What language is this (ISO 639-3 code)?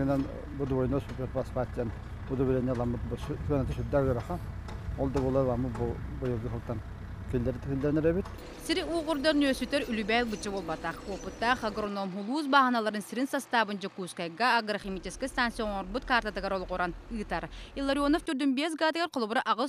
sah